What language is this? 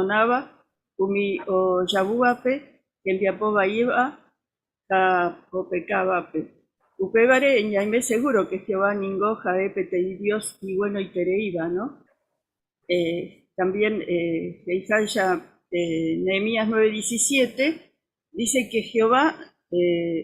Guarani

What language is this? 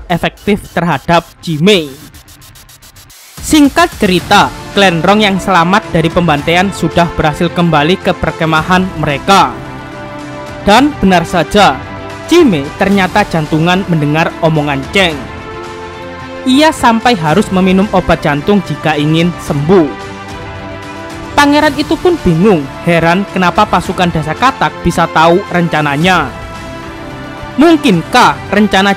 Indonesian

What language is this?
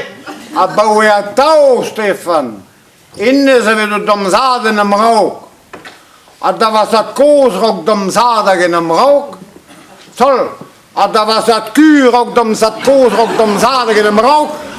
Breton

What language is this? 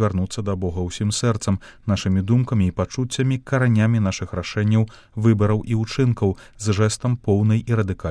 Belarusian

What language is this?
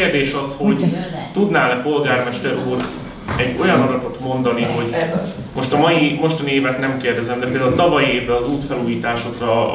Hungarian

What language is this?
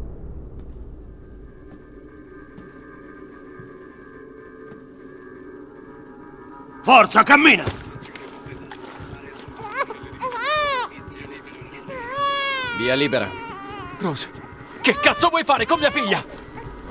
Italian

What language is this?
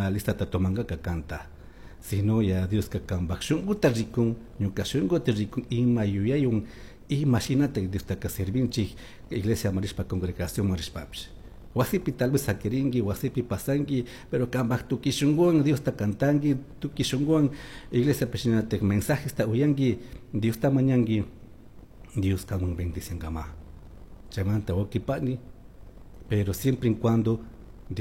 Chimborazo Highland Quichua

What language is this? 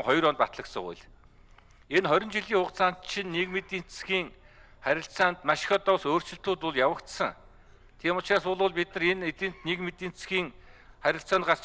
Mongolian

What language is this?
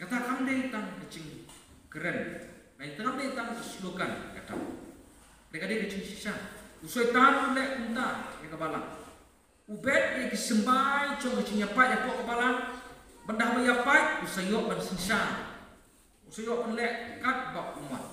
Khasi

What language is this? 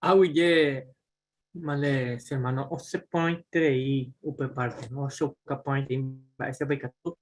Guarani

